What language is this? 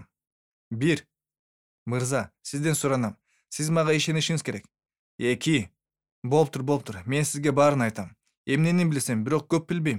Kyrgyz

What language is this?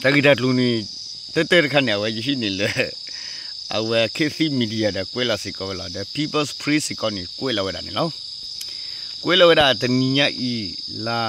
S'gaw Karen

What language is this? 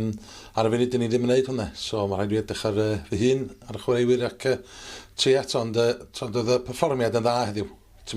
Welsh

